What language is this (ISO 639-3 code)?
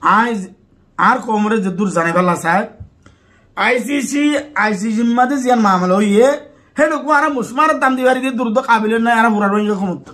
rhg